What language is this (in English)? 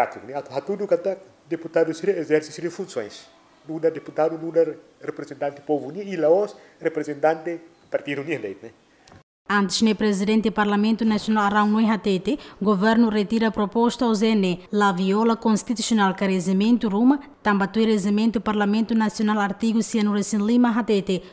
Tetum